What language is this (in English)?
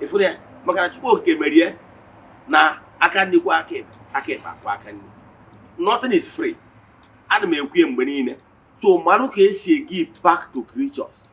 Igbo